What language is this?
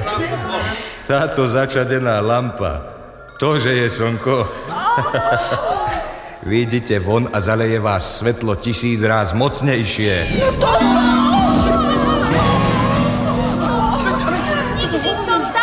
Slovak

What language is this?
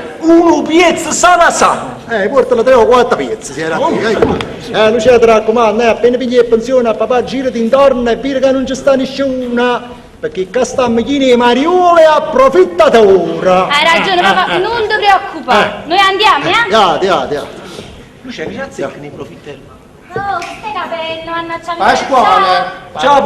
Neapolitan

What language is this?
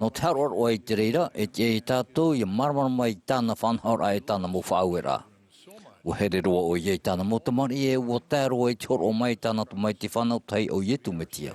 Tahitian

